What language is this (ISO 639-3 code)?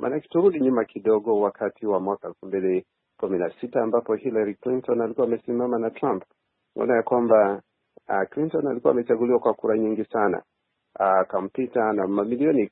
swa